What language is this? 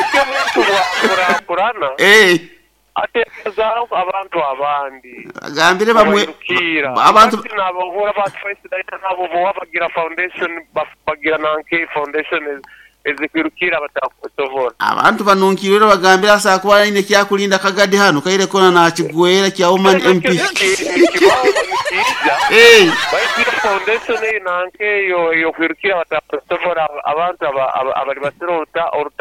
Nyoro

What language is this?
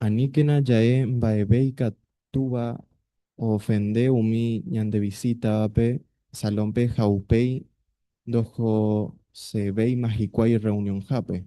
Guarani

